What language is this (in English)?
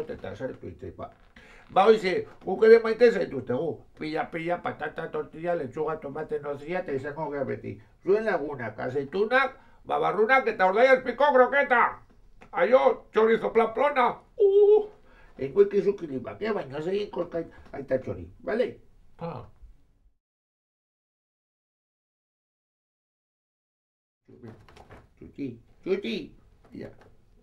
Basque